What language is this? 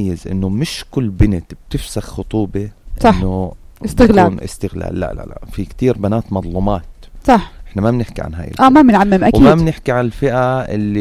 North Levantine Arabic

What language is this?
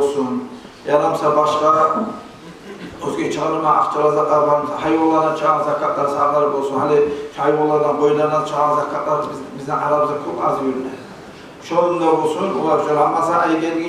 Kumyk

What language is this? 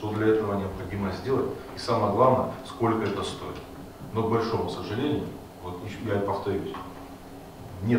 Russian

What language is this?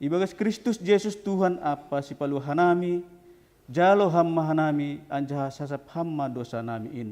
Batak Simalungun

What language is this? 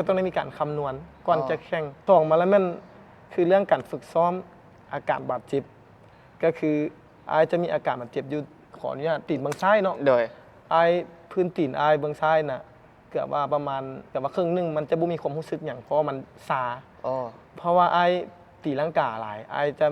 Lao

